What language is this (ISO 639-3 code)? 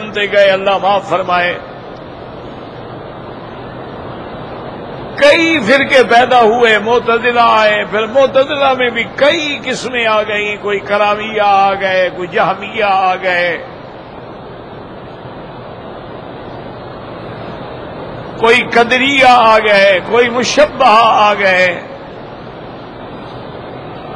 urd